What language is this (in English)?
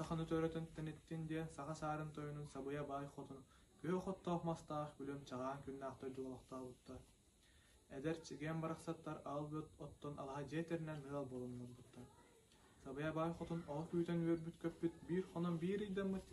Yakut